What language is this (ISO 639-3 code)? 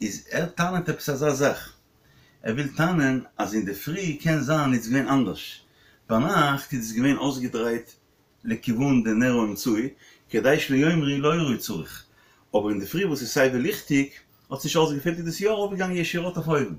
yid